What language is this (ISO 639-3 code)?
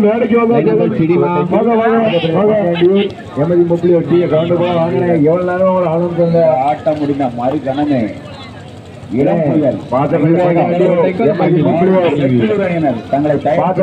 tam